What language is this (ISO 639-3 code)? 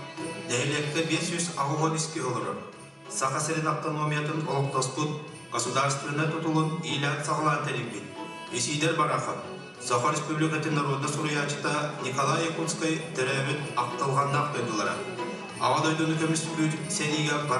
sah